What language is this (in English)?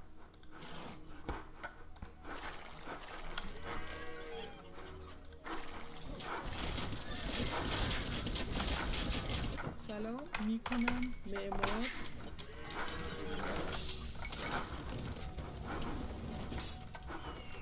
Persian